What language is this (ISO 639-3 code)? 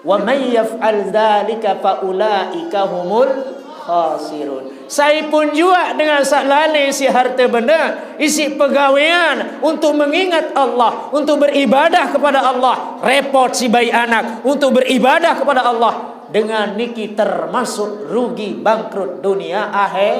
sas